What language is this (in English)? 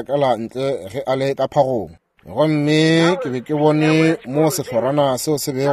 Northern Sotho